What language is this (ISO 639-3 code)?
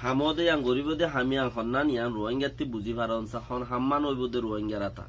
rhg